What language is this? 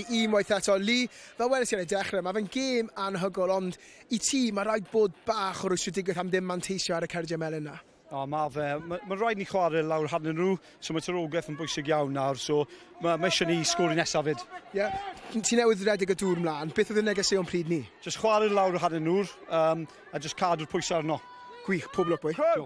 Welsh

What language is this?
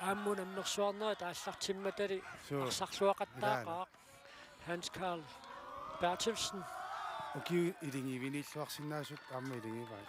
Kalaallisut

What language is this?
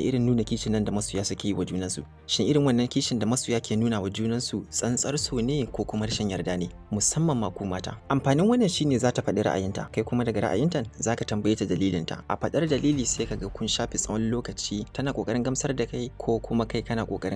Hausa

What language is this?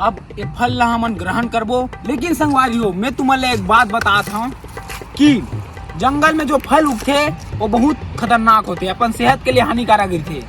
Chhattisgarhi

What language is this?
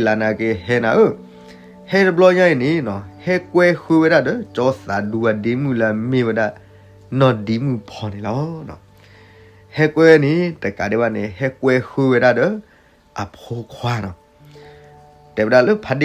S'gaw Karen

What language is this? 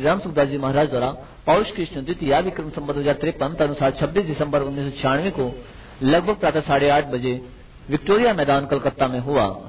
Hindi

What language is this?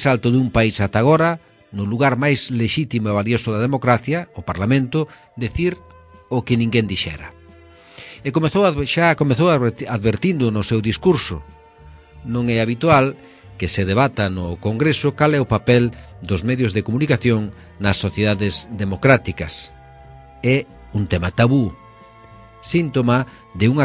Galician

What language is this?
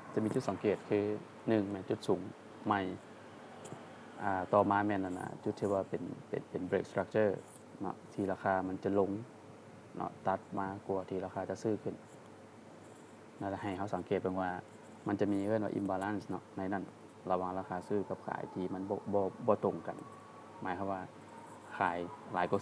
Lao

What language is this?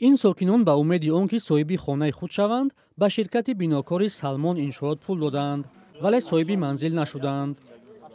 Tajik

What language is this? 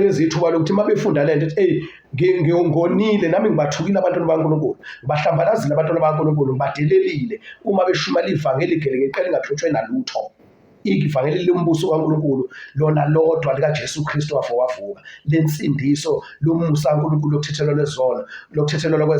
Zulu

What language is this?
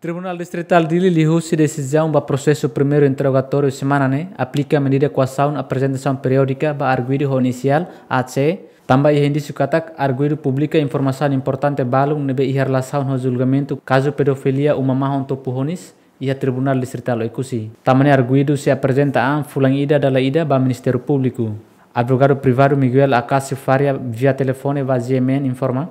Tetum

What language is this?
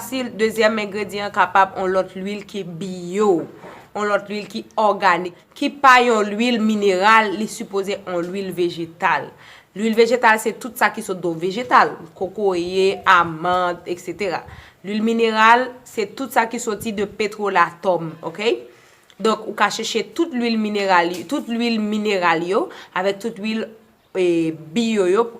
Haitian Creole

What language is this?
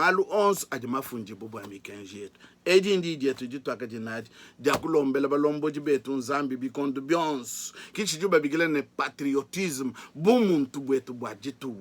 Luba-Lulua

